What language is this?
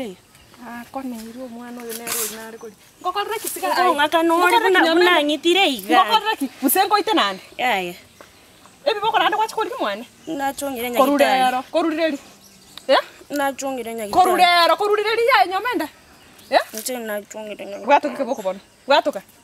Gusii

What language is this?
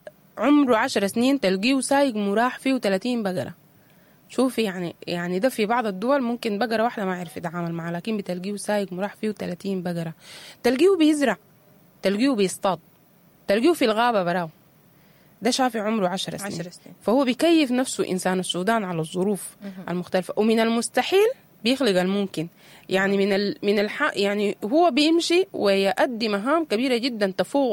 Sudanese Arabic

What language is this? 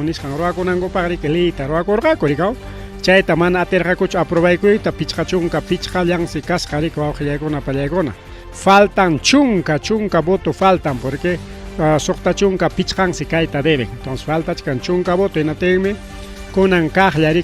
Ayacucho Quechua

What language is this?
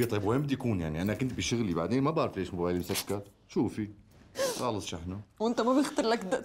North Levantine Arabic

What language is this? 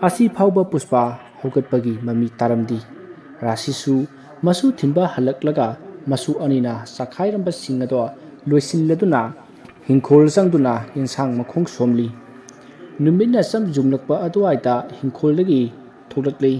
Manipuri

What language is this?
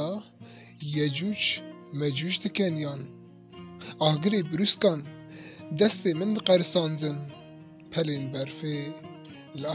Kurdish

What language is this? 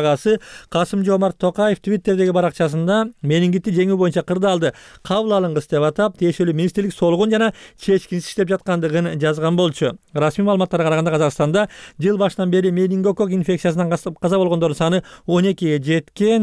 Kyrgyz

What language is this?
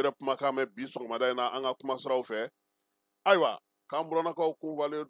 Bambara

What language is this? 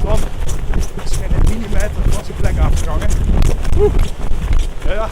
Limburgish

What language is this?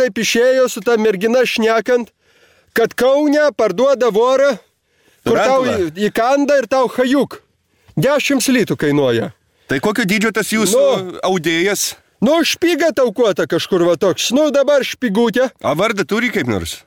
Lithuanian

